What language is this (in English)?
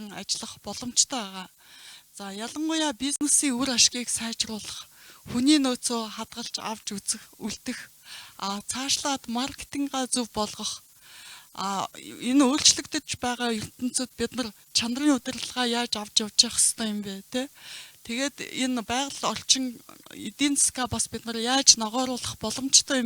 Mongolian